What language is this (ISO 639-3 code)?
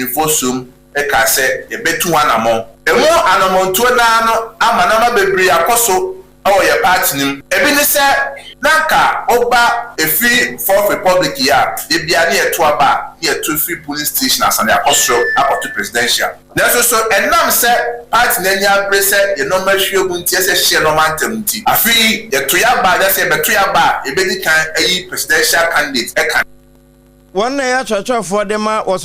aka